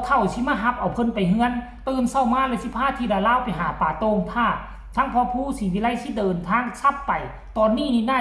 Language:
Northeastern Thai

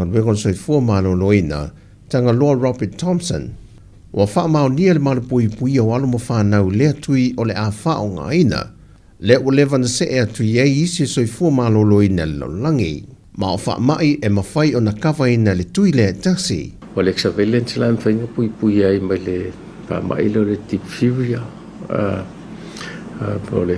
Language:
Samoan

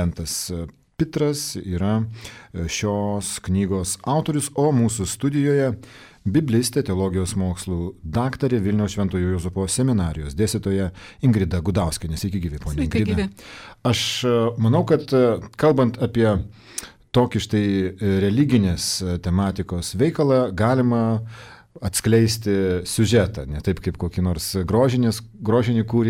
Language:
Lithuanian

